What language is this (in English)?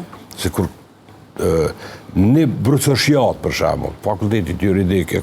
Albanian